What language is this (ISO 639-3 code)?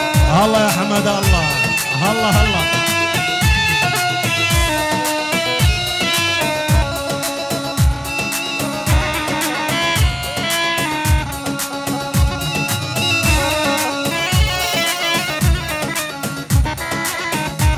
ara